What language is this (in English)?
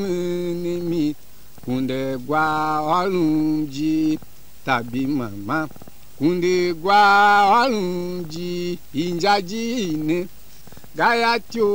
Tiv